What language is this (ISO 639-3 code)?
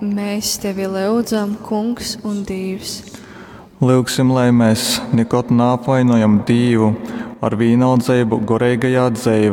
ltg